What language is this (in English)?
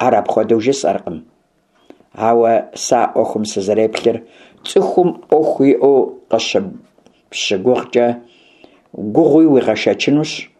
Kabardian